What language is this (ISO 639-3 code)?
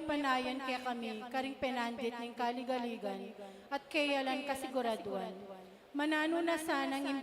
pam